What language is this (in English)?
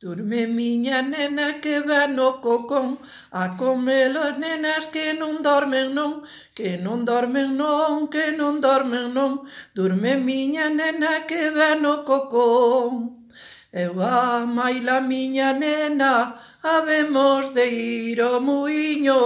Galician